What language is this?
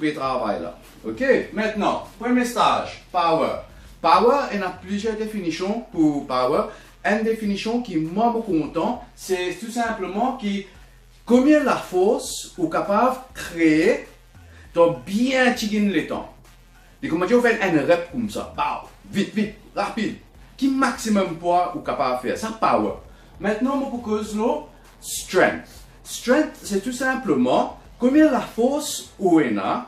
Morisyen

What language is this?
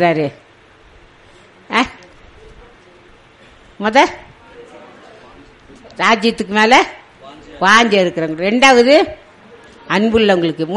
Tamil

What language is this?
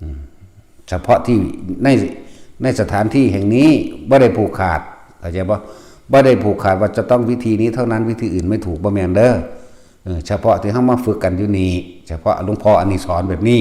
Northeastern Thai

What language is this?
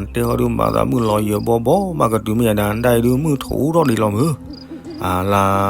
S'gaw Karen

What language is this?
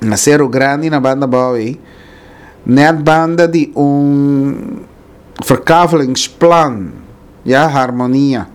Papiamento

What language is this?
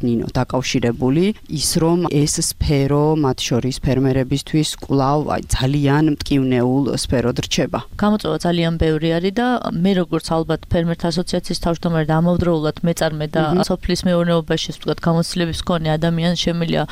Georgian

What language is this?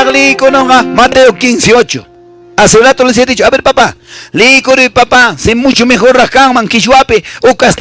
Quechua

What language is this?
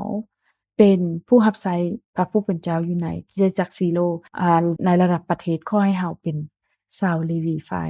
Lao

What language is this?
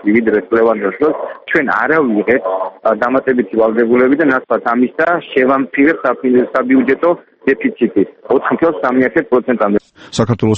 Georgian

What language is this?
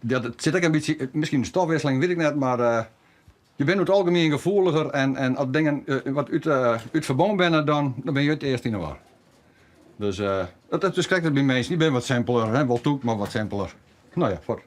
Western Frisian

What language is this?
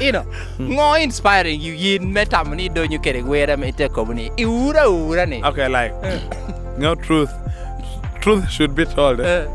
Lango (Uganda)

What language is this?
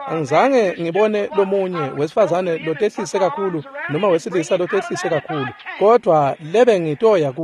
Swati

